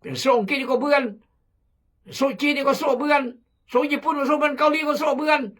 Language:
Khmu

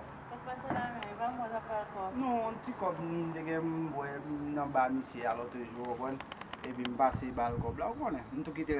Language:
Haitian Creole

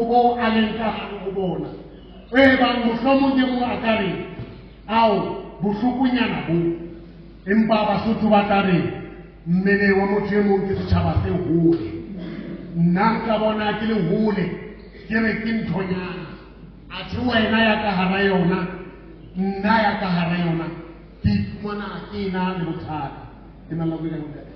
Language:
Southern Sotho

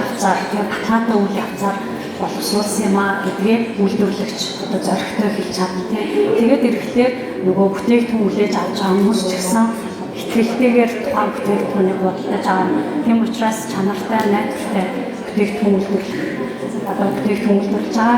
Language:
Mongolian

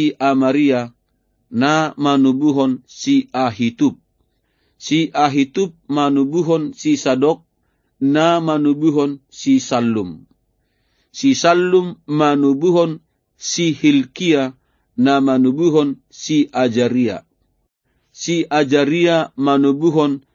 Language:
Batak Toba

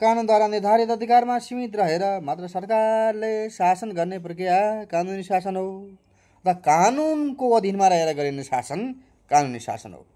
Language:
Nepali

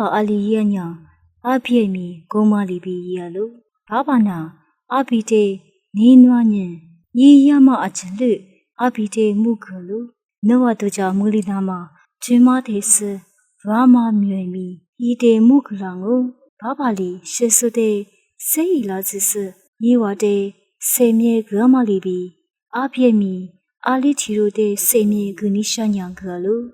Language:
Lisu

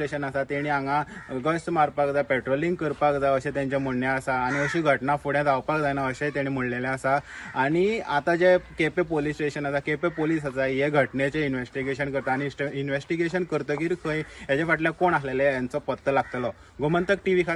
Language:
Konkani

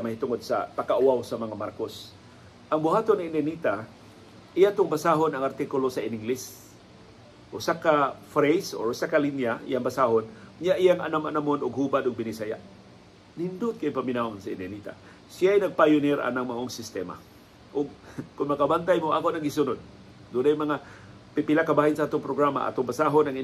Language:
Cebuano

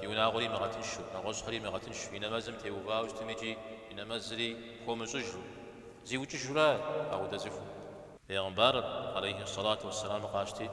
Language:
Kabardian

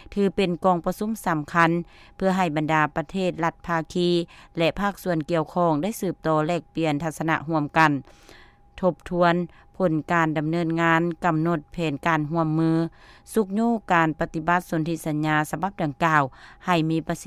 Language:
Lao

